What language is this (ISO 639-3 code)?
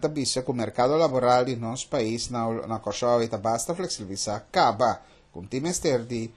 pap